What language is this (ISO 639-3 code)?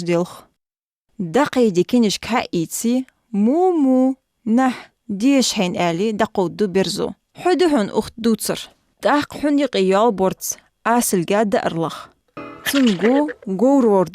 inh